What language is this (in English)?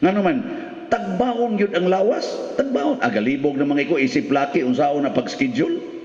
Cebuano